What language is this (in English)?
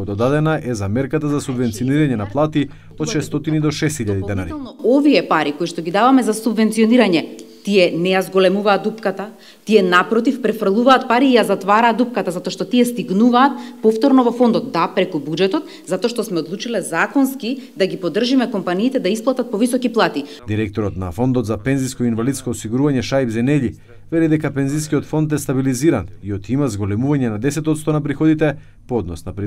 Macedonian